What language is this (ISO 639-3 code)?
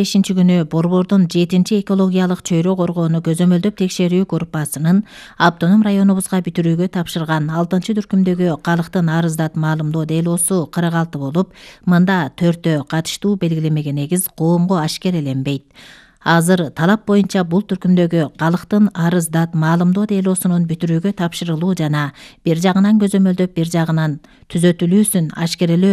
kir